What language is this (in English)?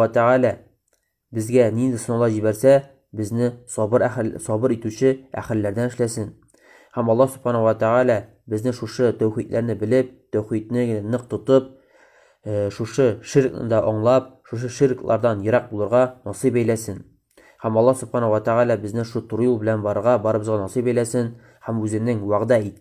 Tatar